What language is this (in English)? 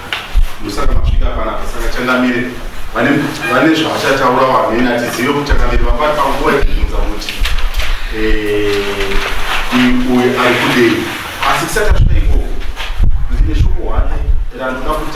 Shona